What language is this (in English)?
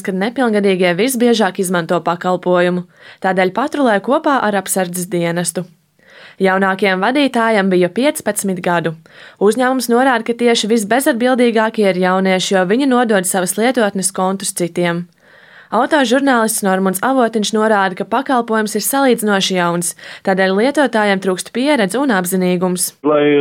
Latvian